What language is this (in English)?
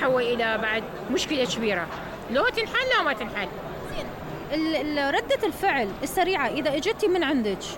Mesopotamian Arabic